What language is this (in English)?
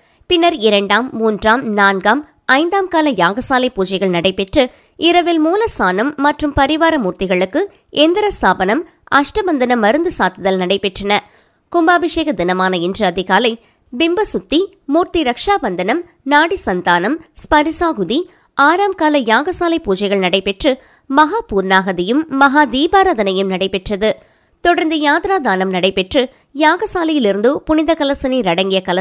Tamil